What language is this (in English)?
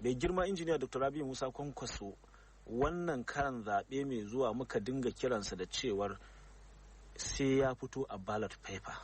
Hausa